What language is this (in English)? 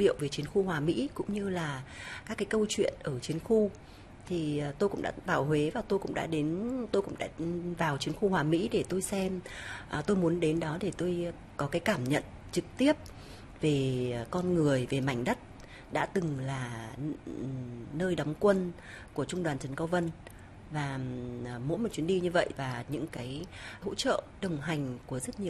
Vietnamese